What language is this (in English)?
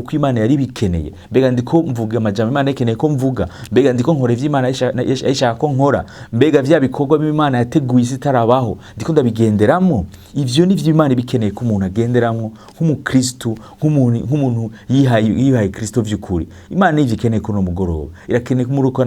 Rundi